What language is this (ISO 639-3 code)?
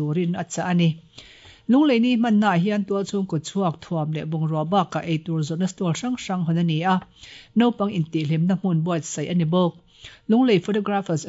lus